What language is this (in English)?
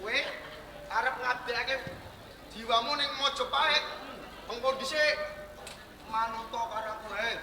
Javanese